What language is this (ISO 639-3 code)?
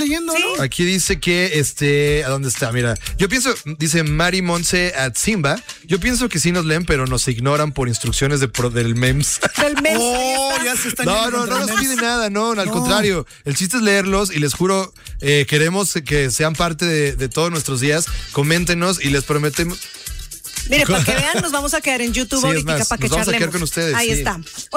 spa